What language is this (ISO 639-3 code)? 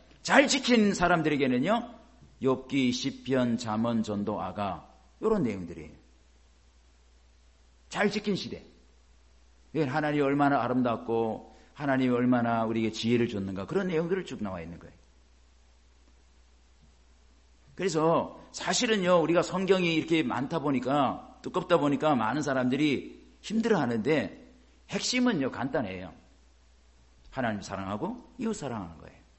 kor